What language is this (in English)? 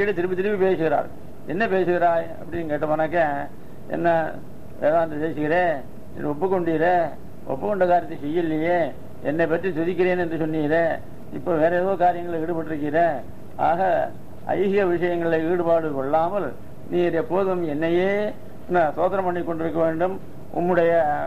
Tamil